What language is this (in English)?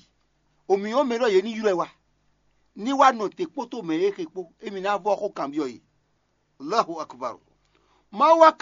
Fon